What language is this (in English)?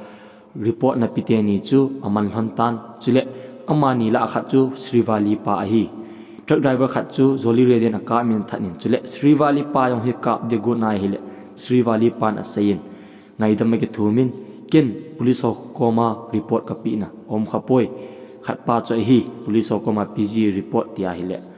Thado Chin